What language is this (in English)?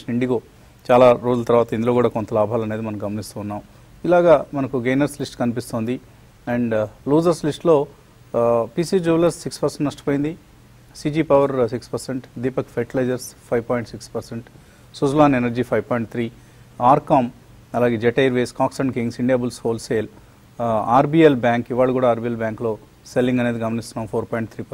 Telugu